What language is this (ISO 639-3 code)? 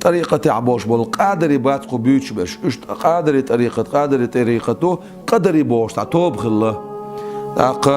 che